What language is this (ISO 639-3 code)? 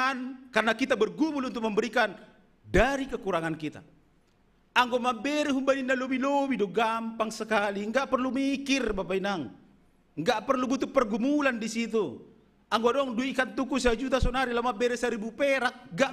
bts